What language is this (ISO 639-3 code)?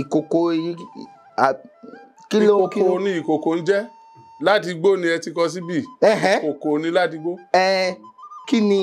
yor